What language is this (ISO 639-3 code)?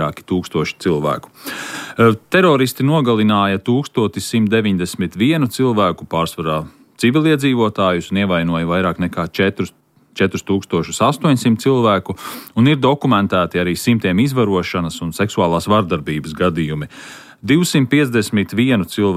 lav